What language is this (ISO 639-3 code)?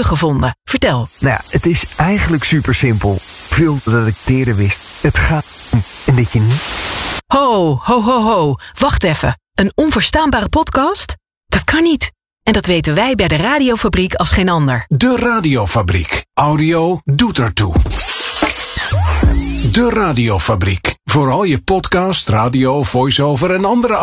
nld